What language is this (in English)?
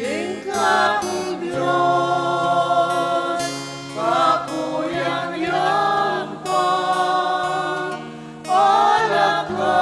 Pampanga